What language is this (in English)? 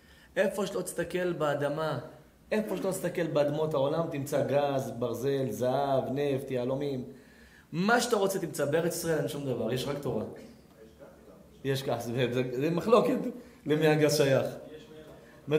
Hebrew